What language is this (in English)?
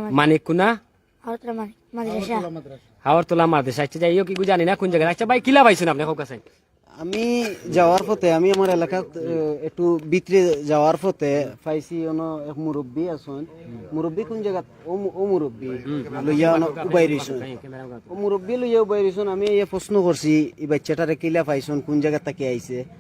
Sylheti